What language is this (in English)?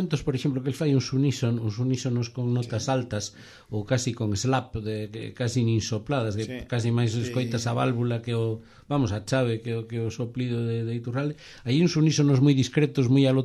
Galician